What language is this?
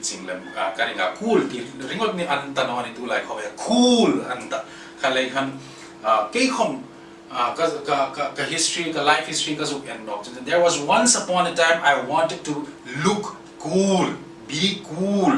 Hmar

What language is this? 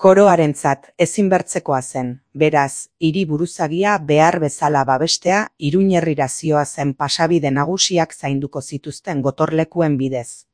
Basque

